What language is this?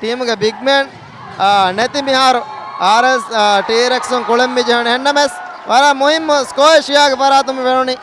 Divehi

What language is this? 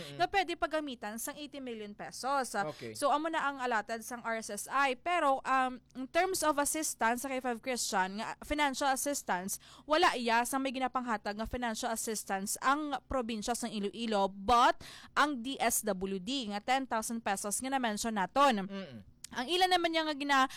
Hiligaynon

